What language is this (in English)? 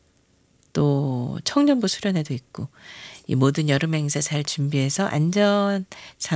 Korean